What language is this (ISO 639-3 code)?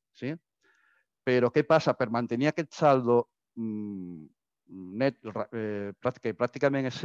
cat